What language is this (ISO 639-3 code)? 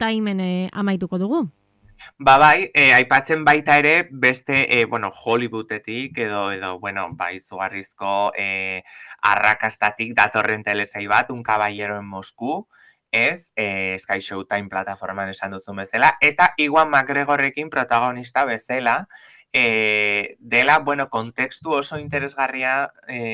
eus